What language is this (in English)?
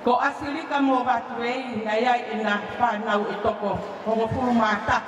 Tongan